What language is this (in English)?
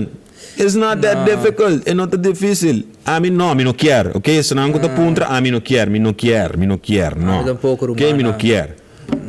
Papiamento